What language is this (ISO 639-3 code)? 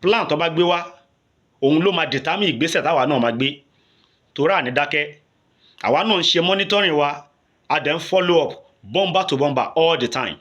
yor